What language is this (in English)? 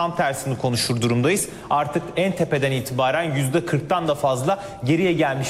Turkish